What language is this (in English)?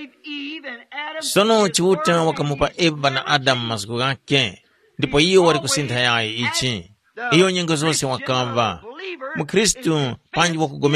Tumbuka